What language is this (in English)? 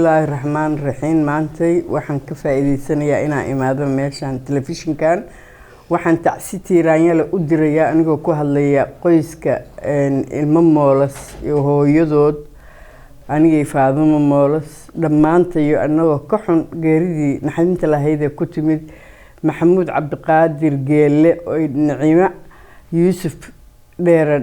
Somali